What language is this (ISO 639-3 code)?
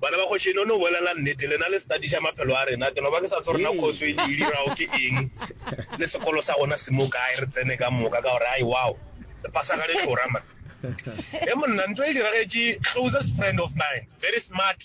nso